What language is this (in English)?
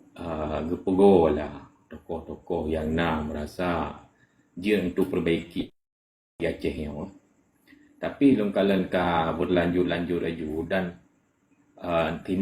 Achinese